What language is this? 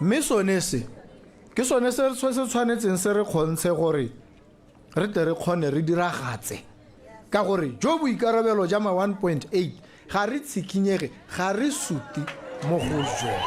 Tswana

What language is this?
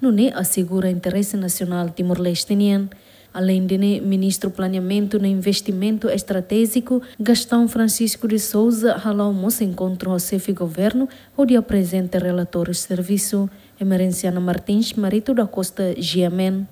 Tetum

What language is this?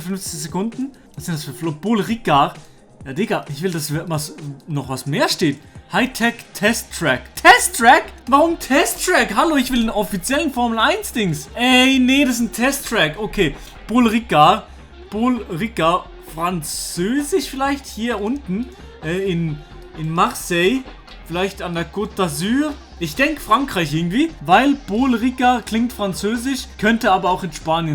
Swiss German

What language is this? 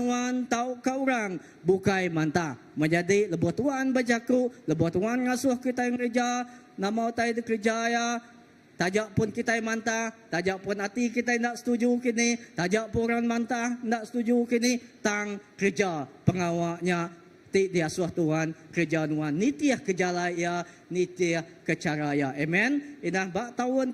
Iban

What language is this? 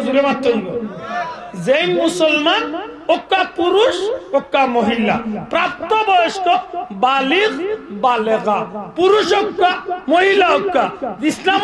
Sylheti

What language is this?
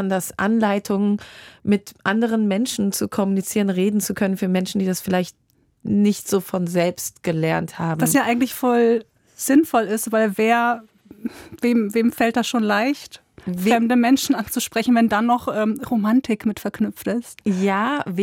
German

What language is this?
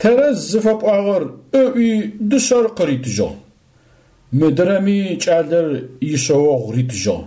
Adyghe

